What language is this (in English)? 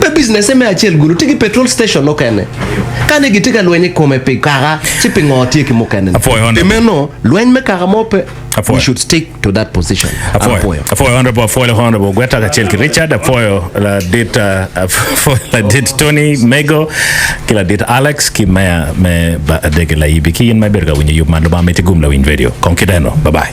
Acoli